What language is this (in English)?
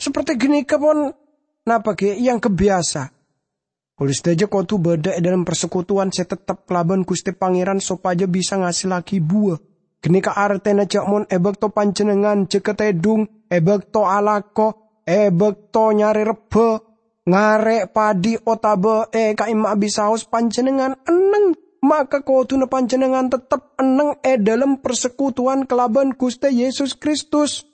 Madurese